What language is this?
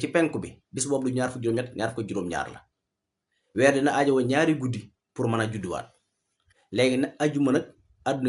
Wolof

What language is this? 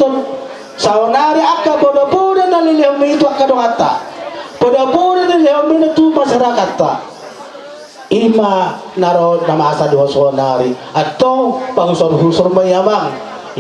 Batak Toba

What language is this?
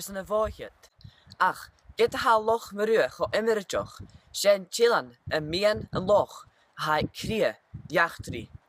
Scottish Gaelic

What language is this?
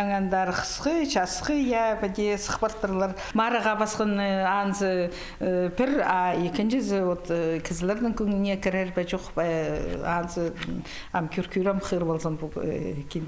Khakas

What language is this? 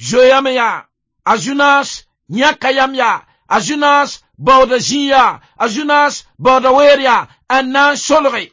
Mossi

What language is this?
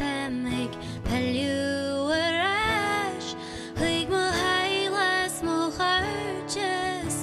Irish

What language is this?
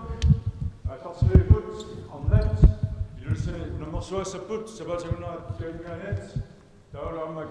Kalaallisut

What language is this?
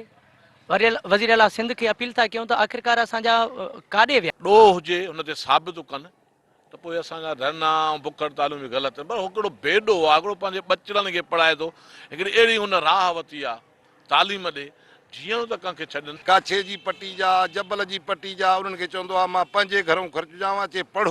Sindhi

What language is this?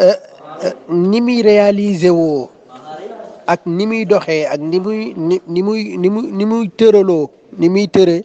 Wolof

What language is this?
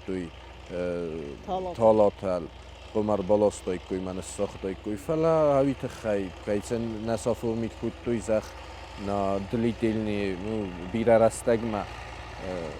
Ossetic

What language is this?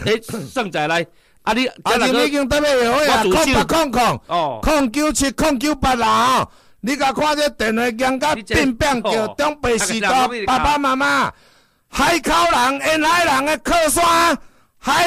Min Nan Chinese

